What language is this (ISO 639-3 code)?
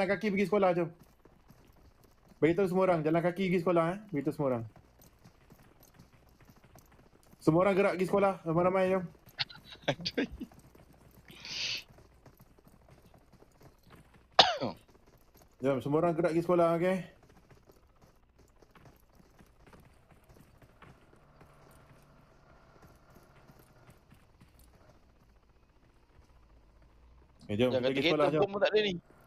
msa